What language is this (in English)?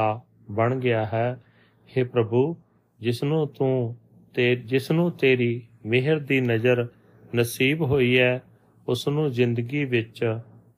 Punjabi